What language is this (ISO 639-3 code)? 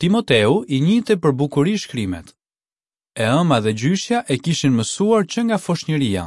sqi